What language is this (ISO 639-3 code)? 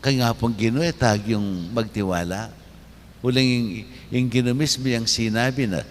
pam